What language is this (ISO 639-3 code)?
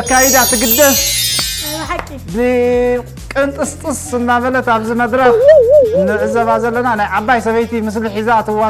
tir